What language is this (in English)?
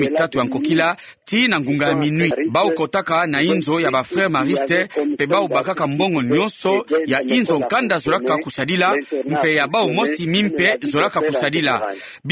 Kituba (Democratic Republic of Congo)